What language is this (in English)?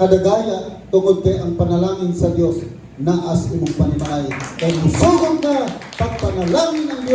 Cebuano